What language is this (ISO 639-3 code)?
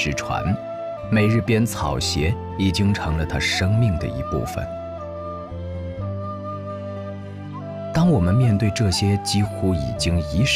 zho